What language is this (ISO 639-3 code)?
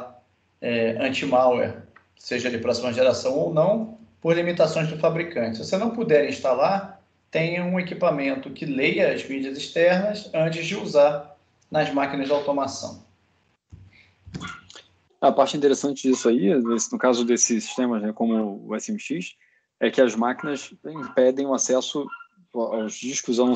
por